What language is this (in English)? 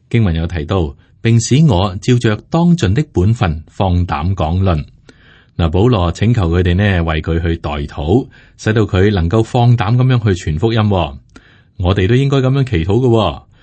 Cantonese